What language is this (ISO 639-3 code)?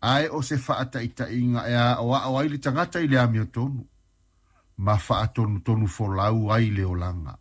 smo